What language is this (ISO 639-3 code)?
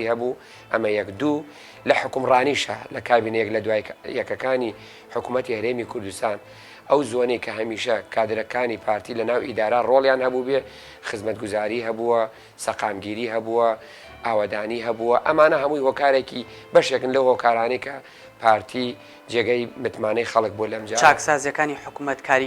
ckb